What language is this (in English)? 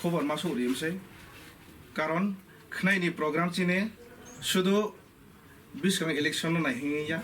Riang (India)